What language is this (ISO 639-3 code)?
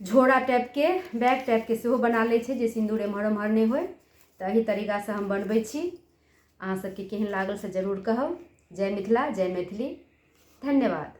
mai